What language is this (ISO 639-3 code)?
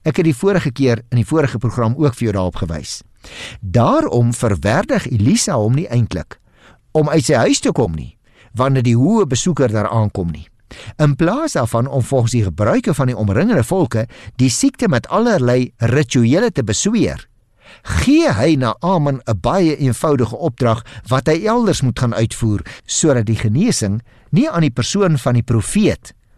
afr